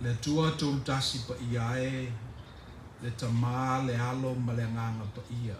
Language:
Samoan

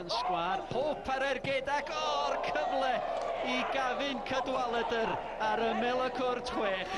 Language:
Welsh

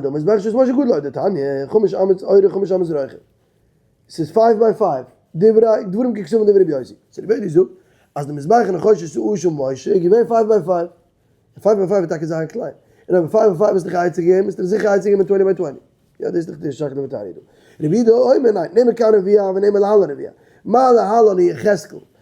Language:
Yiddish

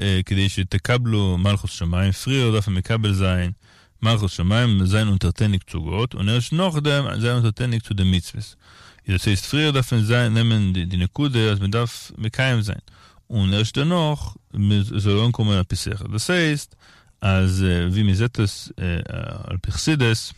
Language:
Yiddish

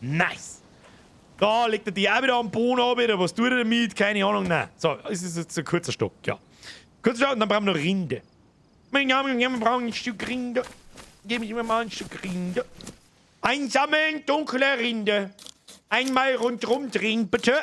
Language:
Bavarian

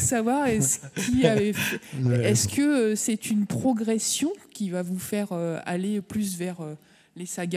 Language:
French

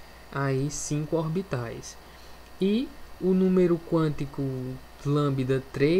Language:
Portuguese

